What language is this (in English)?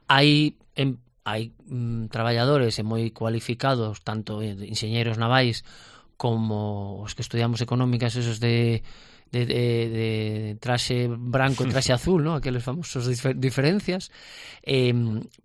Galician